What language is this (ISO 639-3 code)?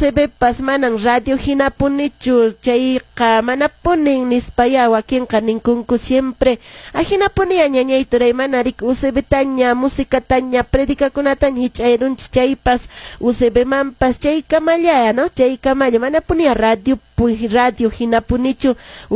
que